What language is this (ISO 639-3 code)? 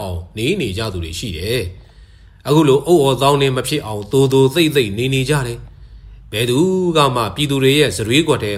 mya